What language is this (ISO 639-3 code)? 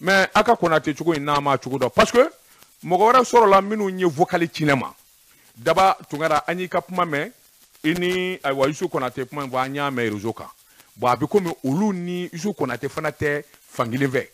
bam